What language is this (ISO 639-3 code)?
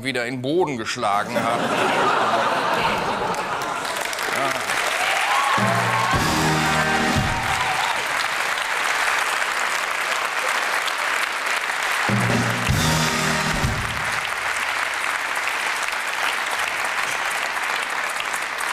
deu